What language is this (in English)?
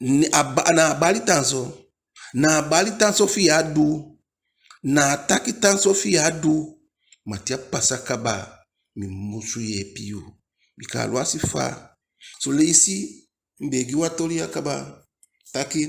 Eastern Maroon Creole